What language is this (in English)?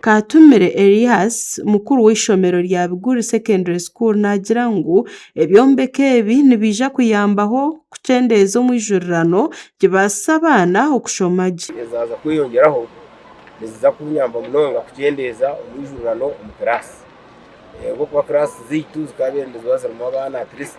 Nyankole